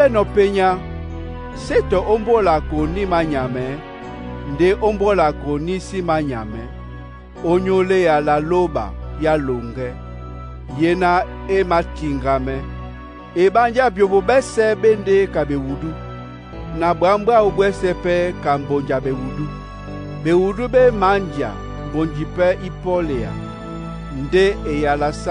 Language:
Duala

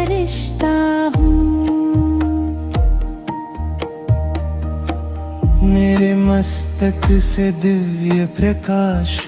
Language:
Hindi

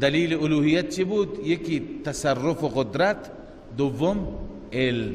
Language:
Persian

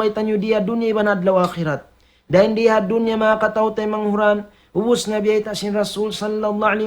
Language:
Tausug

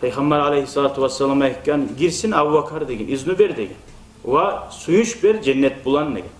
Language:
Kumyk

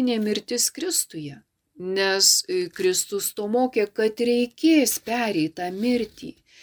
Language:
Lithuanian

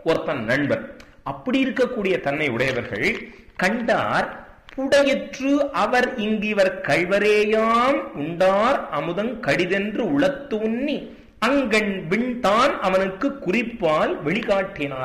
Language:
Tamil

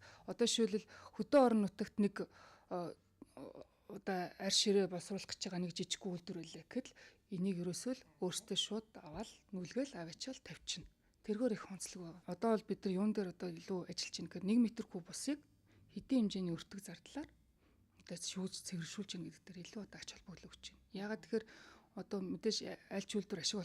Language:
Mongolian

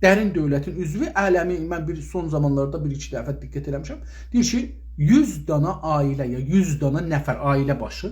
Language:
South Azerbaijani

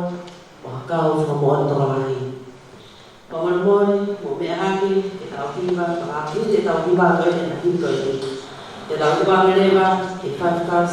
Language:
Tongan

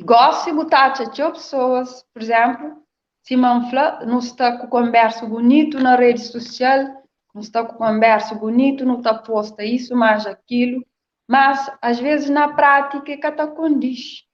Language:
Kabuverdianu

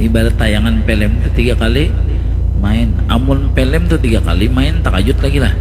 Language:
Banjar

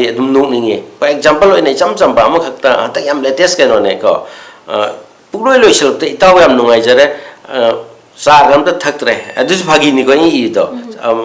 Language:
Manipuri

